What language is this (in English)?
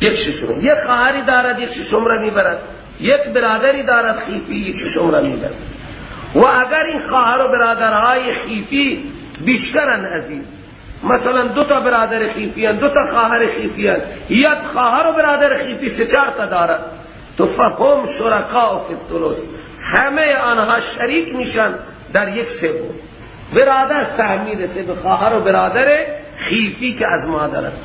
Persian